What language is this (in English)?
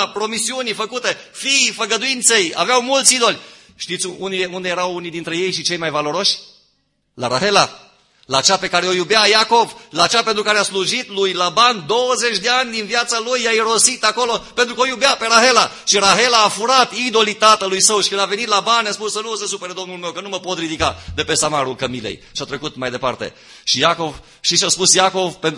Romanian